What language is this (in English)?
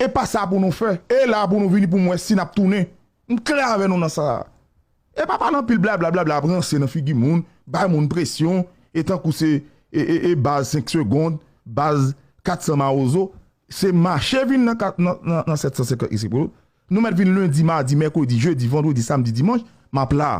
Haitian Creole